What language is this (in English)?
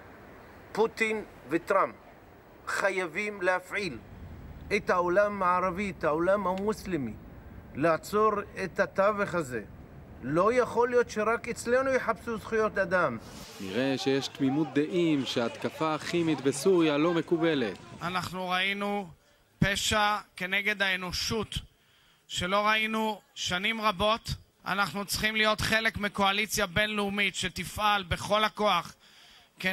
Hebrew